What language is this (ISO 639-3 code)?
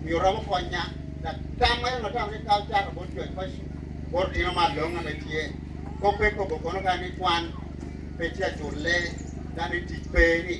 laj